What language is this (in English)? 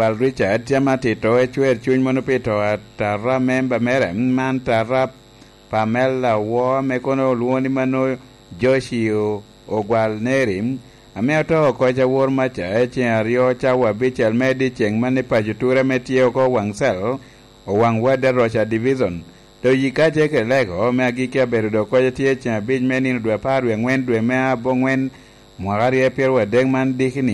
Lango (Uganda)